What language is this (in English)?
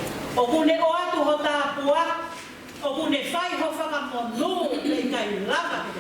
Tongan